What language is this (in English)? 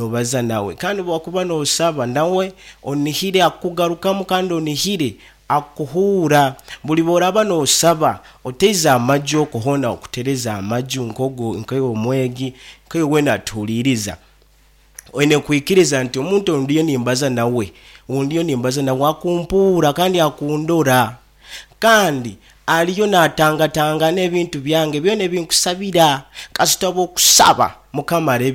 Nyankole